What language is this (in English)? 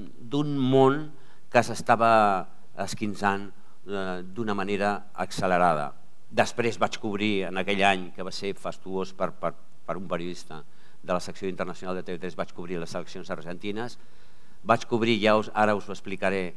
Catalan